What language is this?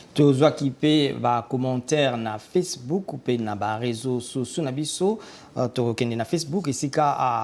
Lingala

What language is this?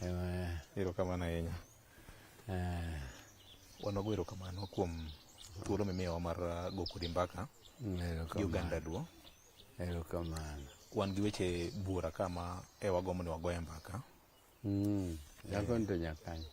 Luo (Kenya and Tanzania)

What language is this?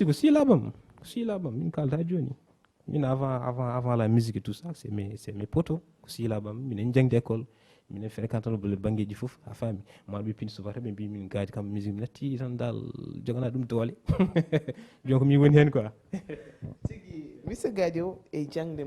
Fula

